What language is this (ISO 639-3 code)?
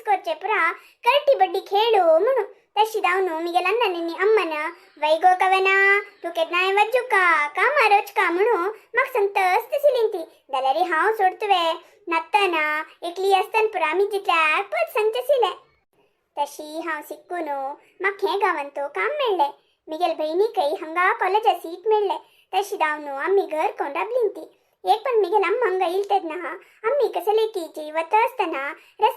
kok